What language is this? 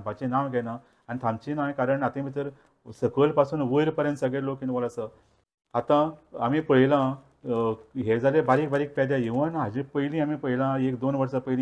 Konkani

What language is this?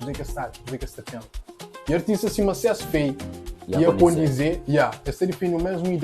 Kabuverdianu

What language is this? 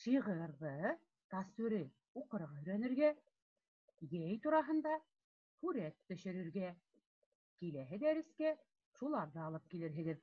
Bashkir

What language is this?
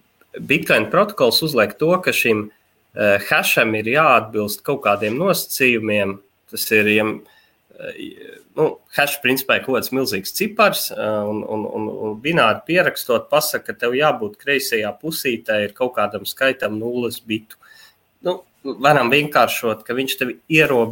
Latvian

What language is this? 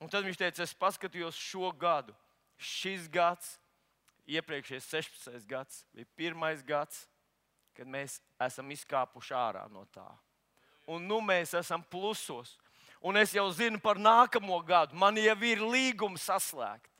Latvian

